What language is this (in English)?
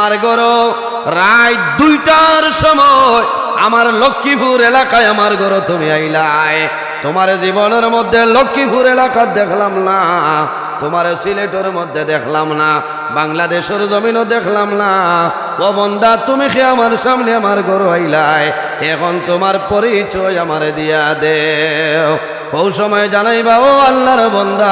Sylheti